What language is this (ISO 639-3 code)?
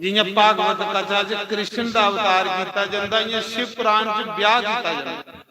doi